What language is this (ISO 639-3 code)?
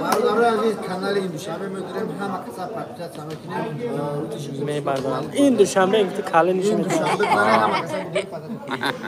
tgk